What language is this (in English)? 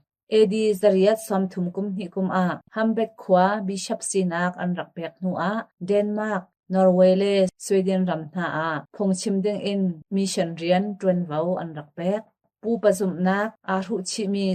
Hakha Chin